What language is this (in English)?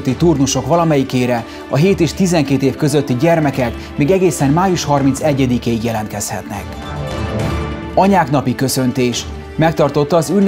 Hungarian